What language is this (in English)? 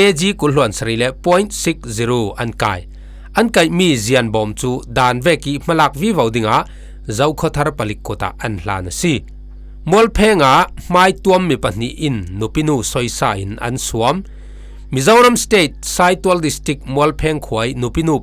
Falam Chin